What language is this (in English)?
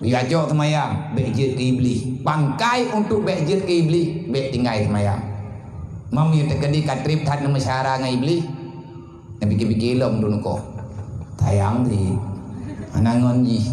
Achinese